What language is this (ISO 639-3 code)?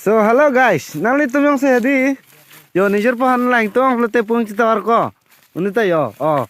mjw